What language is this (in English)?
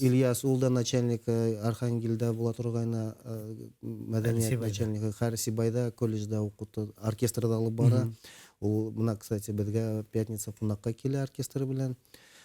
Bashkir